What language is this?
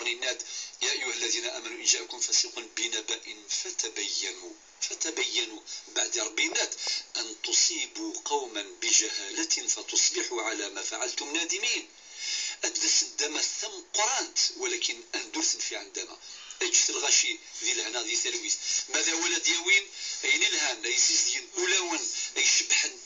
Kabyle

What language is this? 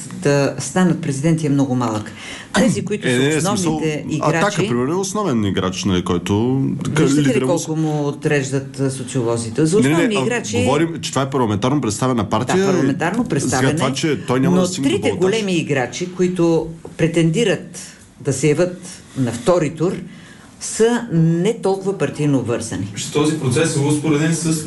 Bulgarian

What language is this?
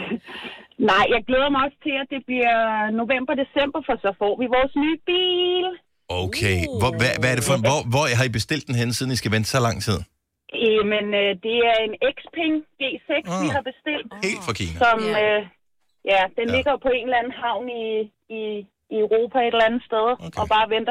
Danish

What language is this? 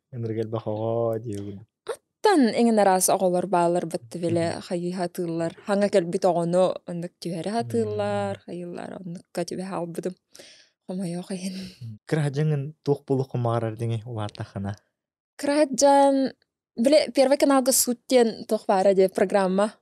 Yakut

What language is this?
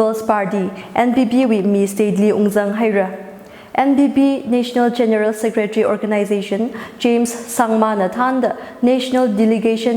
Tangkhul Naga (India)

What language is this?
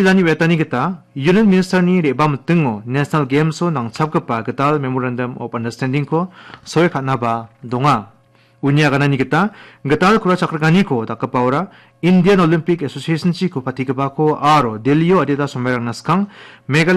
Garo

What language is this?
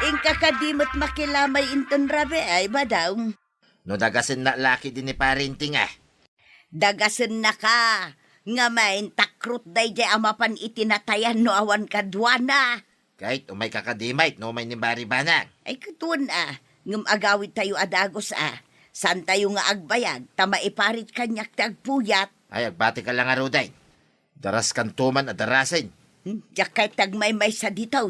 Iloko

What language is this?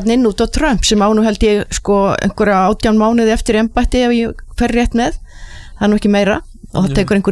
Icelandic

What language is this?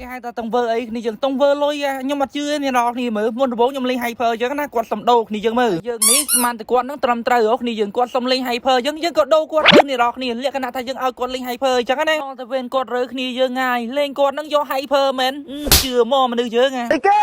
Khmer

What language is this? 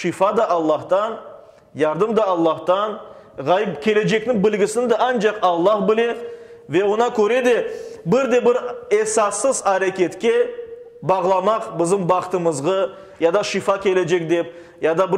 Crimean Tatar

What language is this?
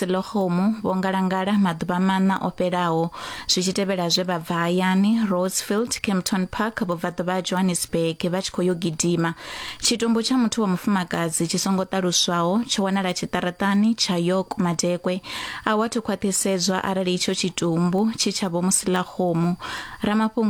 Venda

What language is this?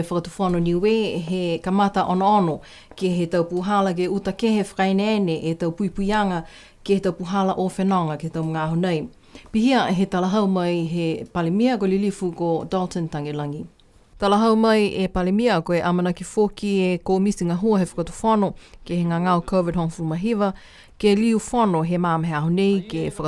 Niuean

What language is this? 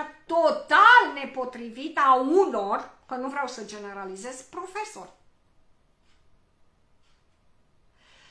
Romanian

